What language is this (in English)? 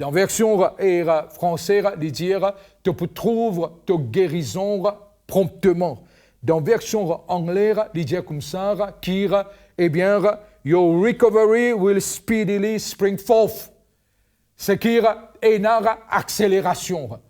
Morisyen